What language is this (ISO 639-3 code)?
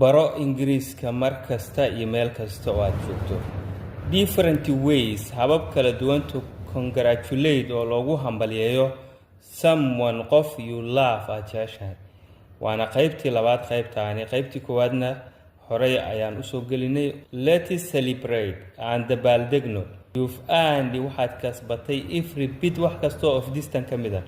som